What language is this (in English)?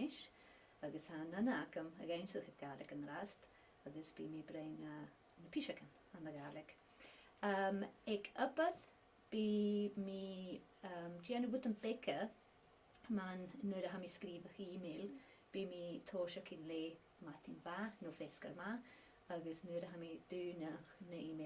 Scottish Gaelic